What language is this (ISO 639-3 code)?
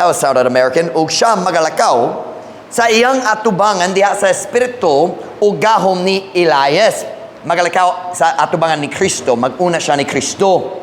ceb